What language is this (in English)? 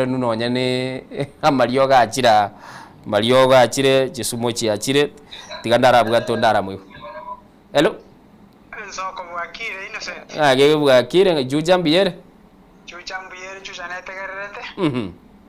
Gusii